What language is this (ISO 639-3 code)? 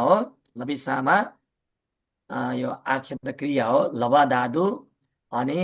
nep